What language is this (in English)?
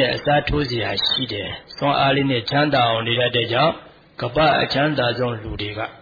Burmese